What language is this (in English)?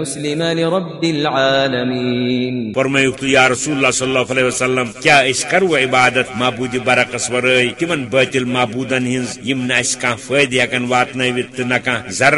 Kashmiri